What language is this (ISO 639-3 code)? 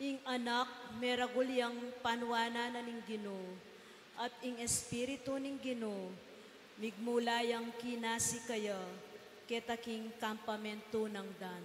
pam